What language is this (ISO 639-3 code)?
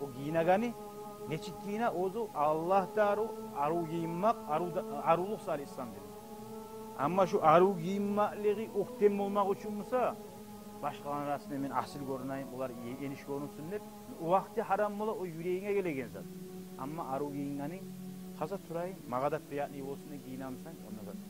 kum